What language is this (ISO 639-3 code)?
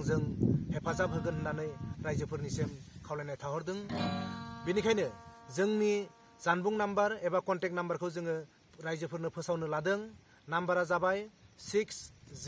brx